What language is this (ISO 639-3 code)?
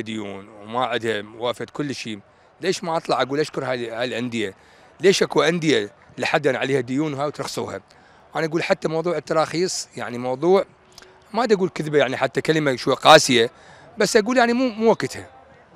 acm